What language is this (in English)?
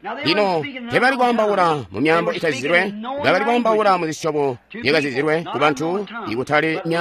Tonga (Zambia)